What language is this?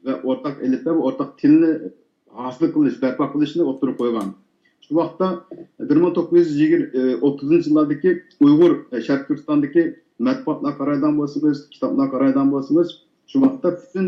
Uyghur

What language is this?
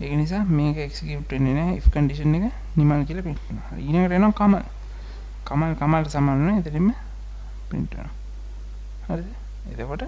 Sinhala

